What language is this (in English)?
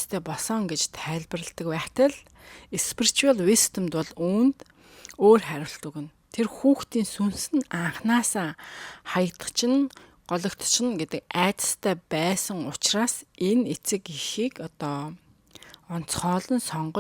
Mongolian